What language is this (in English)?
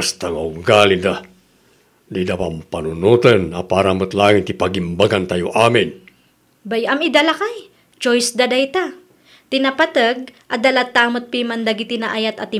Iloko